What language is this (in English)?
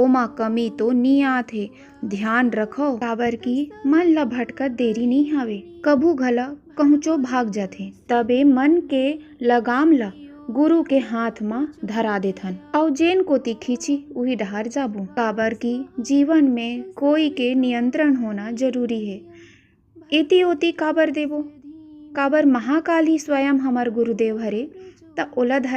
Chhattisgarhi